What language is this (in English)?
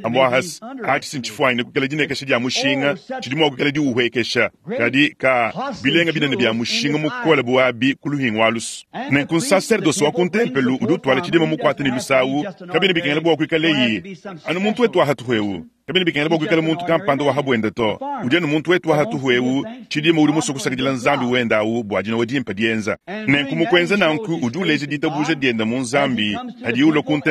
Luba-Lulua